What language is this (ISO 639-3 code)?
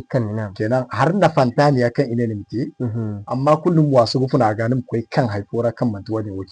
dje